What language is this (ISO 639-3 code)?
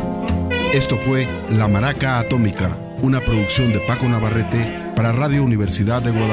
spa